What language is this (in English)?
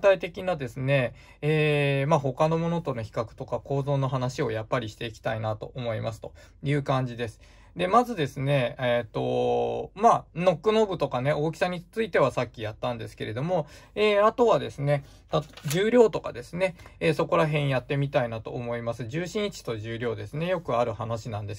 Japanese